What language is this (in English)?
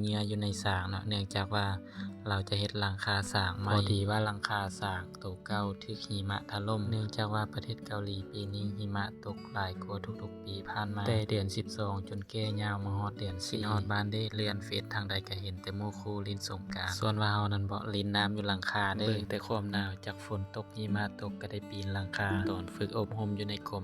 Lao